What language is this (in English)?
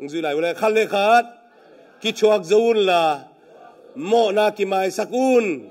Tedim Chin